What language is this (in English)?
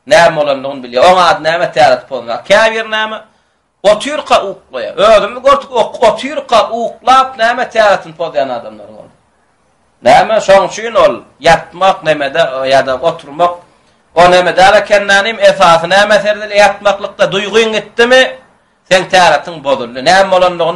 Turkmen